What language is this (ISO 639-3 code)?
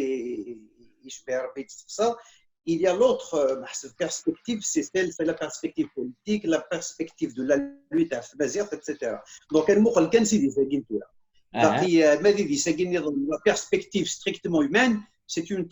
kab